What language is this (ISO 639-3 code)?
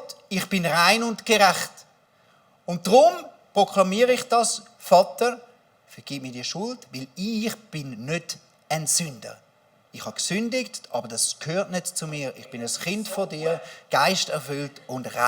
gsw